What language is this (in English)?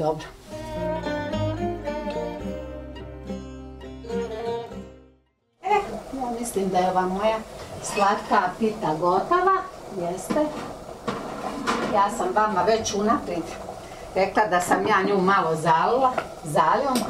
Bosnian